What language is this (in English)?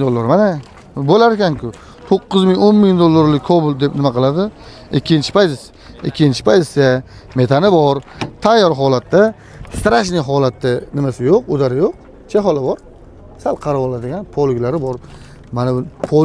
Uzbek